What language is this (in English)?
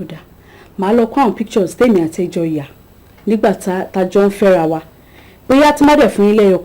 Yoruba